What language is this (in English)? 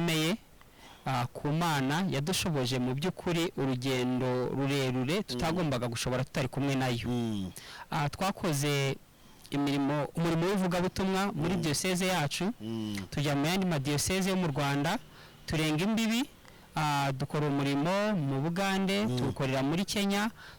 Kinyarwanda